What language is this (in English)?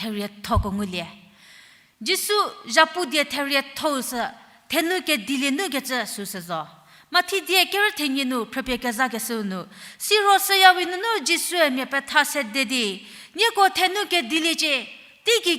Angami Naga